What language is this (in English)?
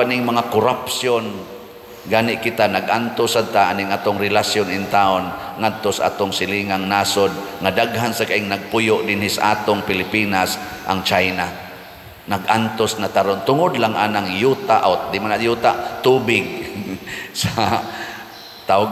Cebuano